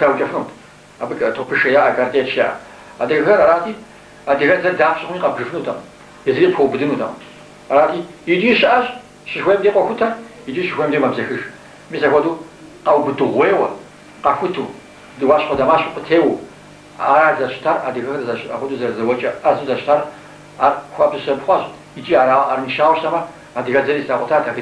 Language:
Kabardian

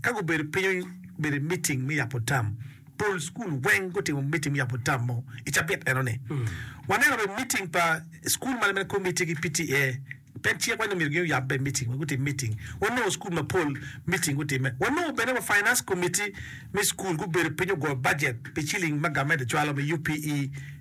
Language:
Acoli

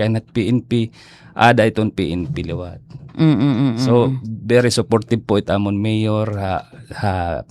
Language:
Waray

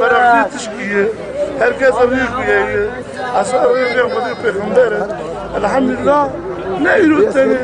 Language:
Kurdish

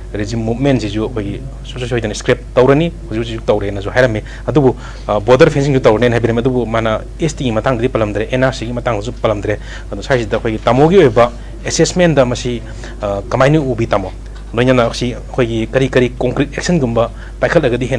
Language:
Manipuri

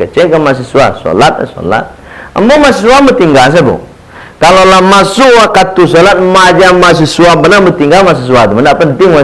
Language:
Minangkabau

